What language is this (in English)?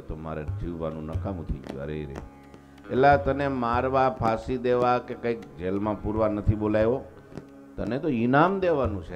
Gujarati